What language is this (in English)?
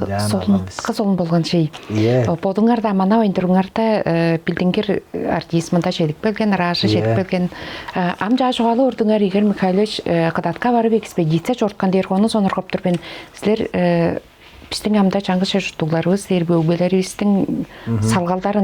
Tuvinian